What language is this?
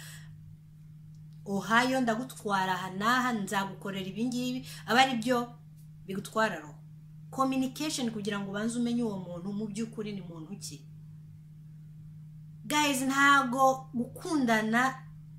Kinyarwanda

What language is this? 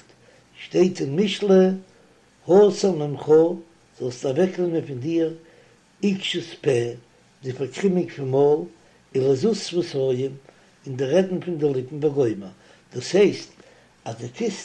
Yiddish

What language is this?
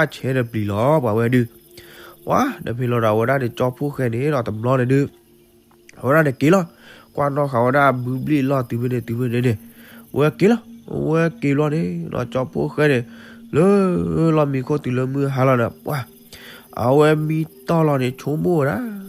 S'gaw Karen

